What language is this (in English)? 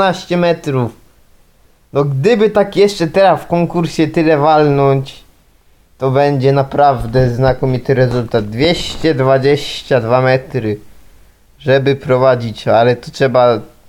Polish